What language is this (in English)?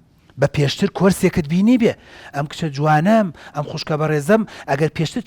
Central Kurdish